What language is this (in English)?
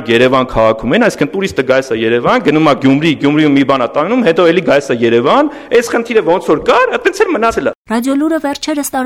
Armenian